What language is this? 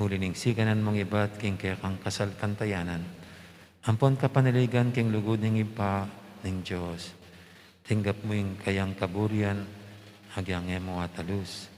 Pampanga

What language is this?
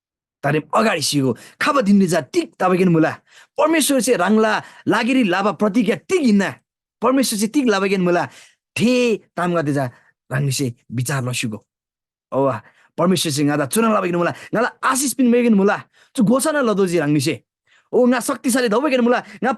Eastern Tamang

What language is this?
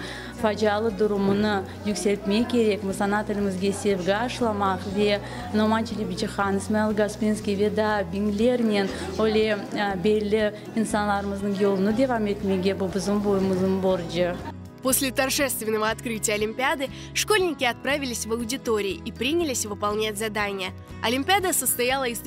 Crimean Tatar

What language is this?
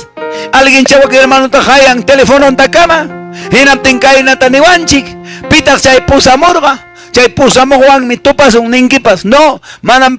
Quechua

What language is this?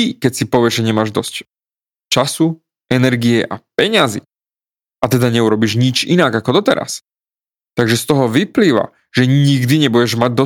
Slovak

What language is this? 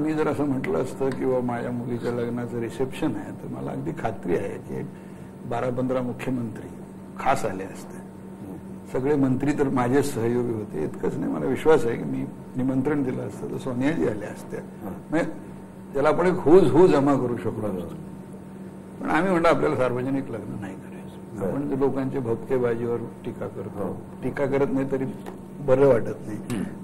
Marathi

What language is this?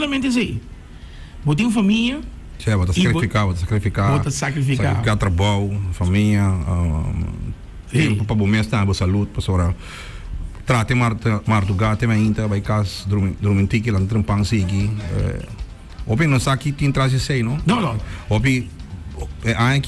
Papiamento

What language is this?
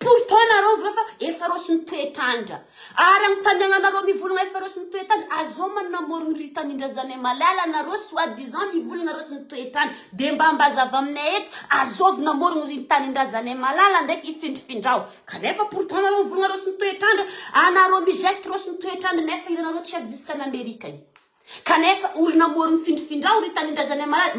Malagasy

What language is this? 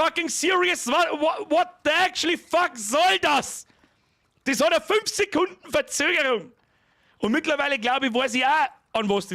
Bavarian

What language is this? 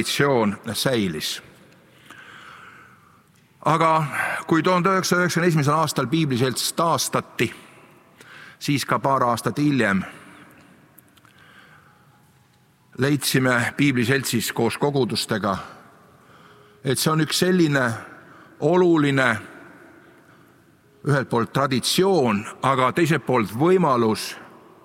Estonian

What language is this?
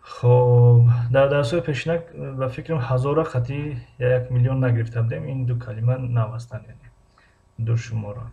Tajik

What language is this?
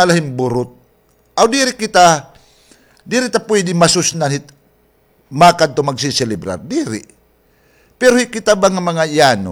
Waray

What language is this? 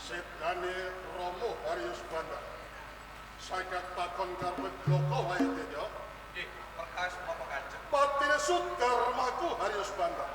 Javanese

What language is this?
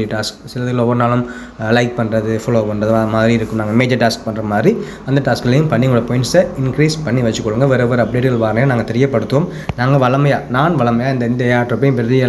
Tamil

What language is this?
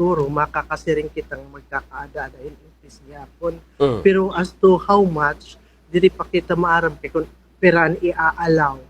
Waray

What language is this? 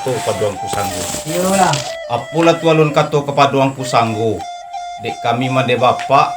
Minangkabau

